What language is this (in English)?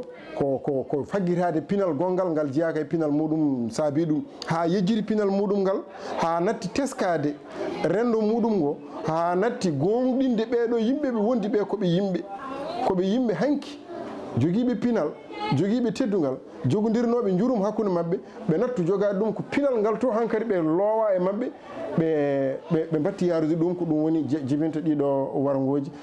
Fula